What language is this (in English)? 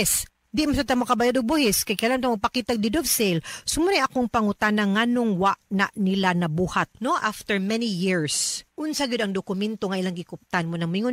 Cebuano